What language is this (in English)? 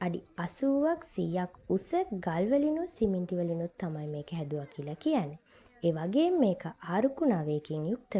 Sinhala